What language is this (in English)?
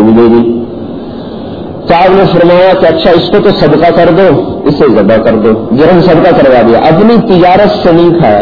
Urdu